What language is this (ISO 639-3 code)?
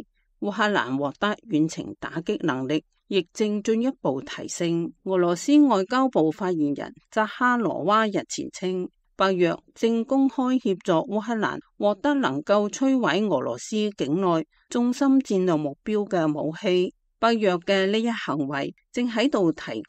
yue